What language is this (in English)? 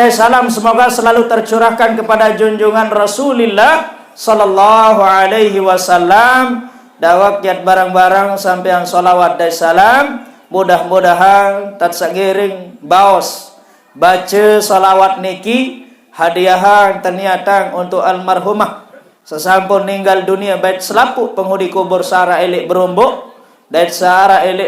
Sasak